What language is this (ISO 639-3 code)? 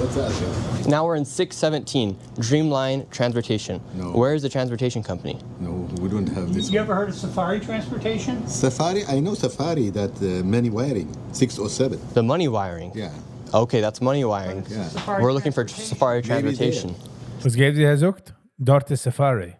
yid